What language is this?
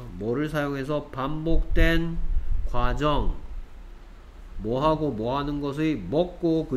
Korean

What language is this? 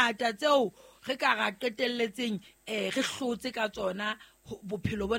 Southern Sotho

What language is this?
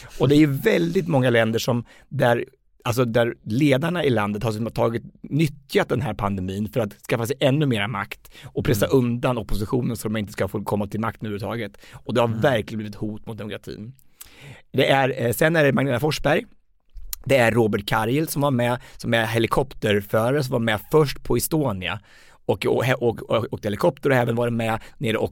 Swedish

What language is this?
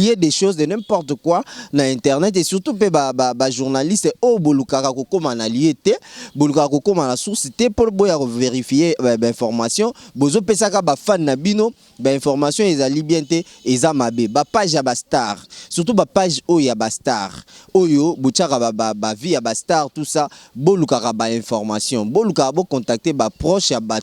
Lingala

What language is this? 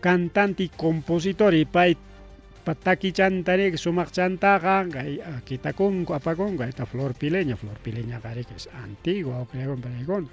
Ayacucho Quechua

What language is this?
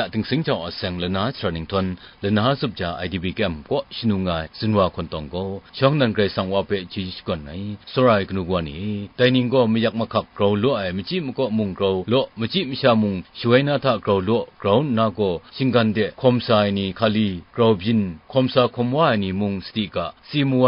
Kachin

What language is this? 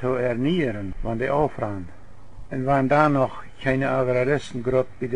Plautdietsch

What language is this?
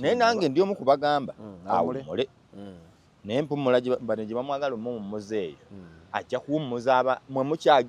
Ganda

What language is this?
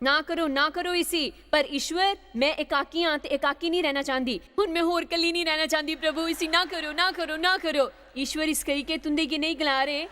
Dogri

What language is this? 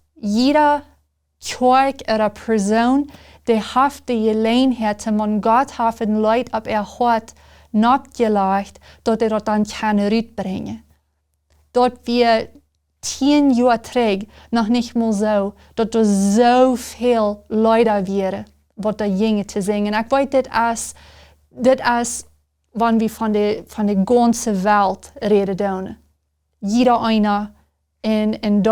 Plautdietsch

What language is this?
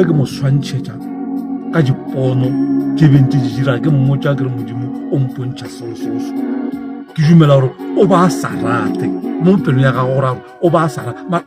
Northern Sotho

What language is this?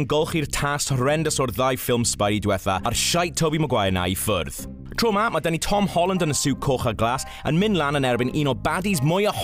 Welsh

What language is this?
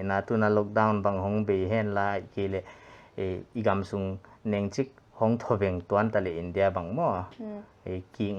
Paite Chin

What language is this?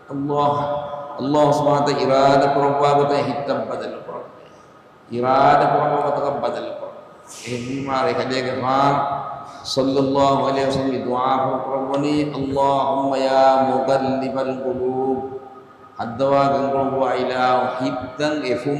Divehi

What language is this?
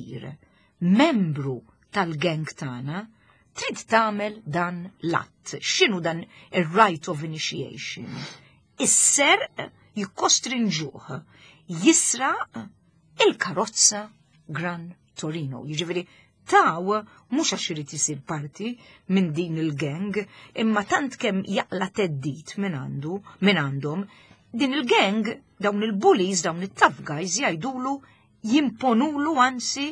Maltese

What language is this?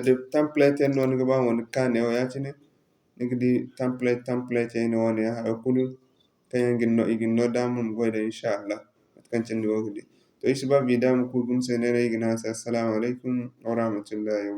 Zarma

